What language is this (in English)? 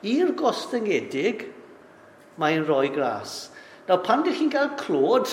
Welsh